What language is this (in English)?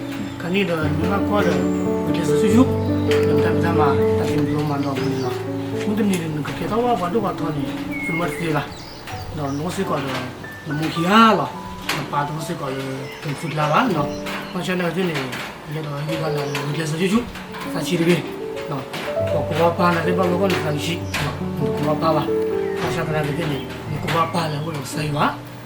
S'gaw Karen